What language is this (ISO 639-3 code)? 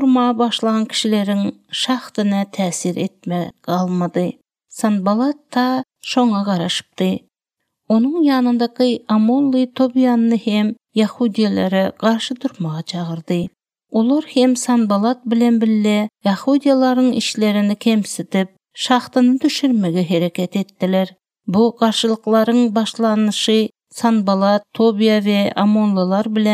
tuk